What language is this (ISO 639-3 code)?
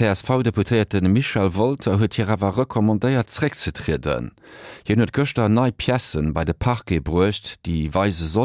ltz